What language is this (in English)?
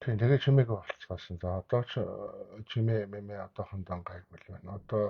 Mongolian